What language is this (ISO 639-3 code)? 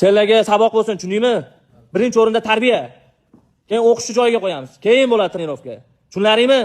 uzb